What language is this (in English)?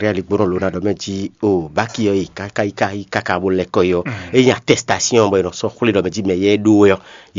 Fon